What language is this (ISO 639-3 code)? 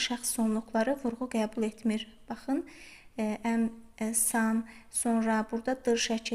aze